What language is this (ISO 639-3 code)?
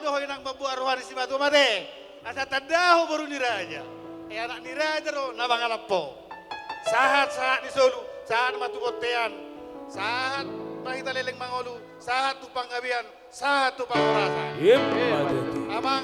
bbc